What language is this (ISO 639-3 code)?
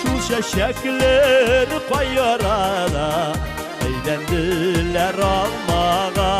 tat